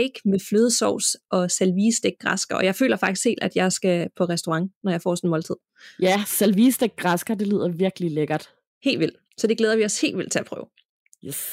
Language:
Danish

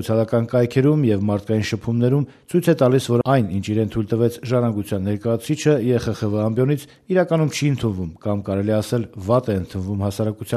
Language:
Armenian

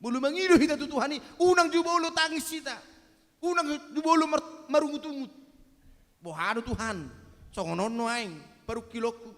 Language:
Batak Toba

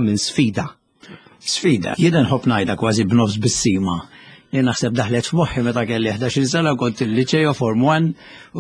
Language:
Maltese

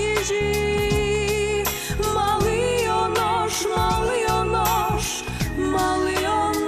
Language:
Udmurt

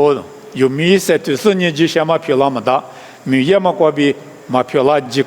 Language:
Lisu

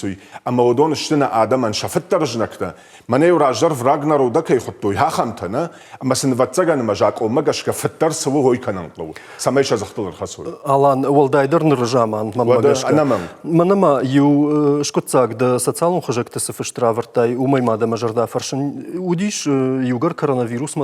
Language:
Ossetic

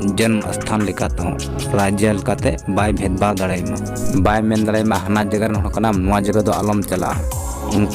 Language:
Santali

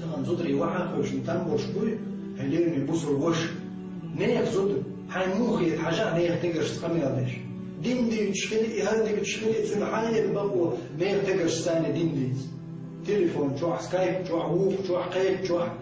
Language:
Chechen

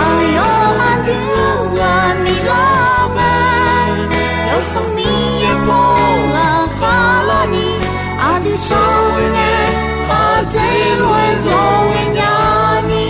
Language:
Akha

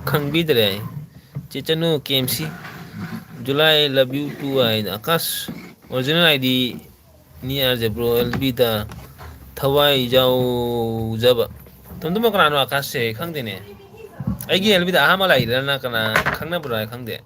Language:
Manipuri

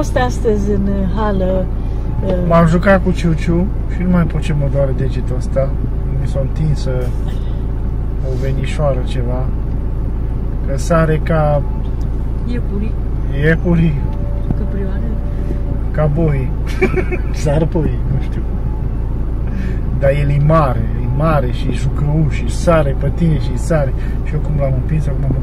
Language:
Romanian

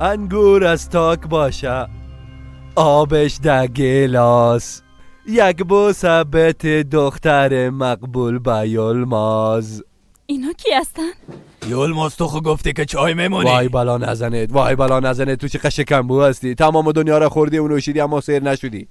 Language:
Persian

